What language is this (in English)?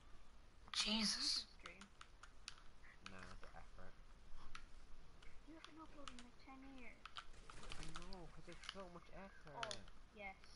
English